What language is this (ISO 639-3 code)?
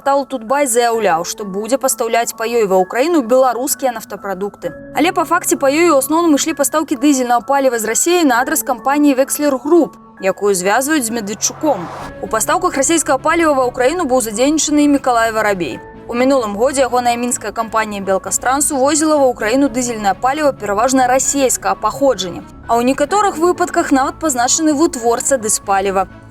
bel